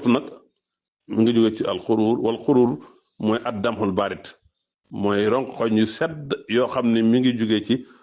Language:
Wolof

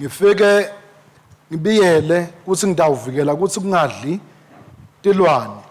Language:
Swati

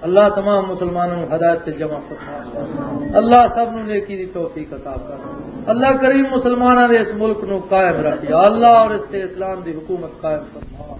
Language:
Western Panjabi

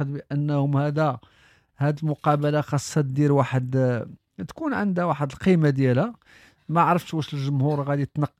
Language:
Moroccan Arabic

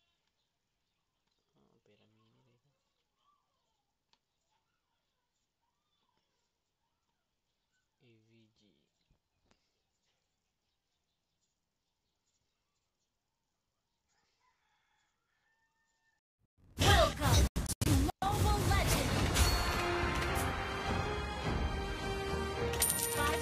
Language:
Filipino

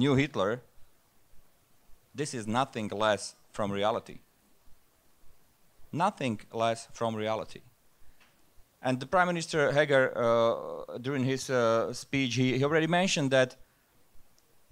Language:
Ukrainian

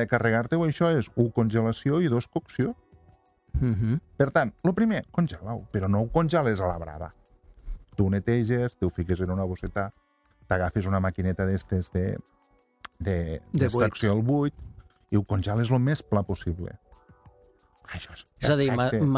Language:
Catalan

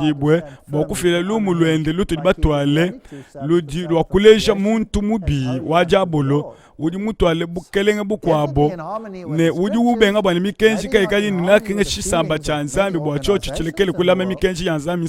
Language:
Luba-Lulua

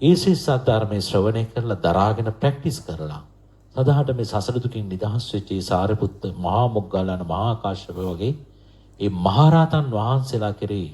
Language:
Sinhala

